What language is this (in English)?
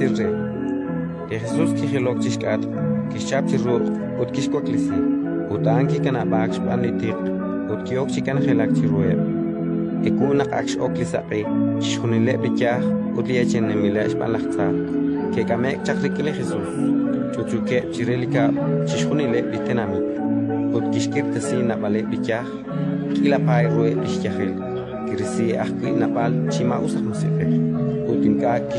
Kekchí